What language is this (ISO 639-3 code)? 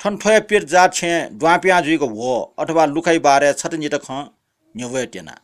new